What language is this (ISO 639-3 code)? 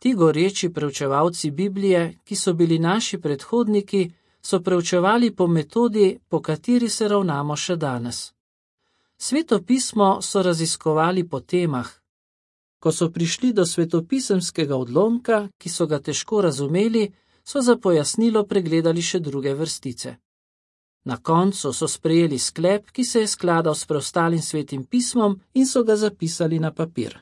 slv